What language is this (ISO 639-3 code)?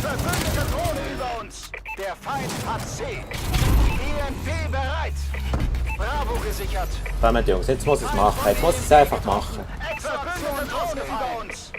gsw